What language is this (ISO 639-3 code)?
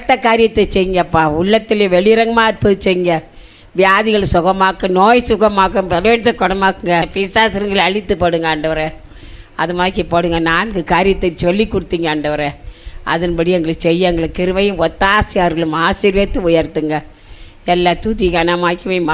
tam